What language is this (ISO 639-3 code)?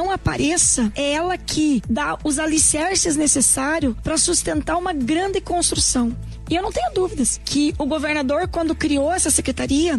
por